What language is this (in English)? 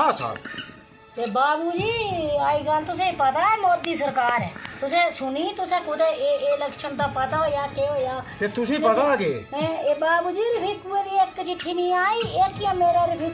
Dogri